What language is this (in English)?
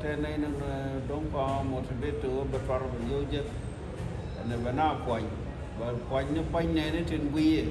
Nuer